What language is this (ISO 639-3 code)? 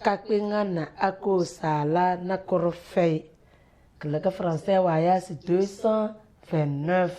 kdh